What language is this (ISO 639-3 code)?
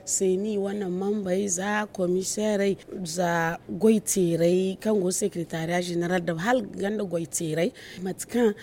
dje